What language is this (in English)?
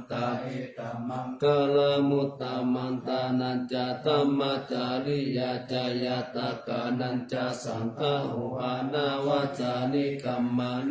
Pali